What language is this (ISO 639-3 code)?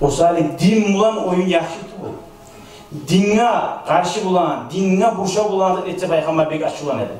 kum